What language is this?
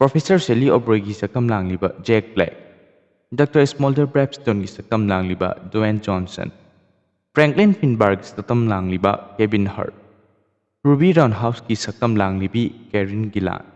Manipuri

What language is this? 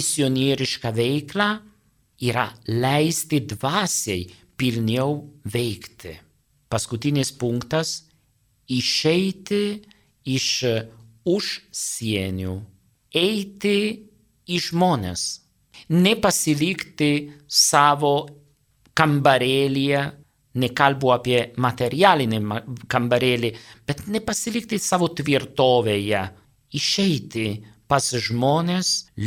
Lithuanian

